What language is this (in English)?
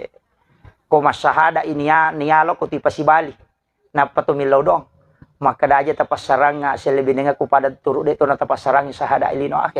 Buginese